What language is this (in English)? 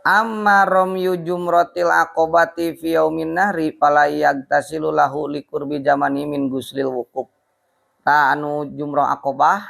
Sundanese